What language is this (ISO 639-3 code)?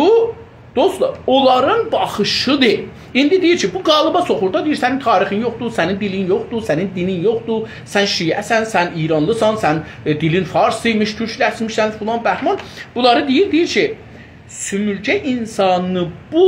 azb